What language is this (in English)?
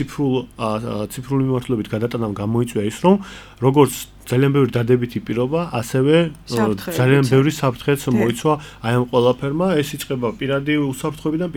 Georgian